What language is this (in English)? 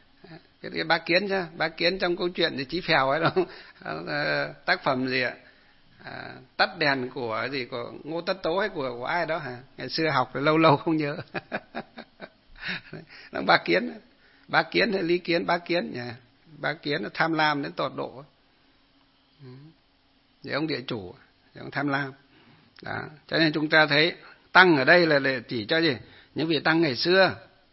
Vietnamese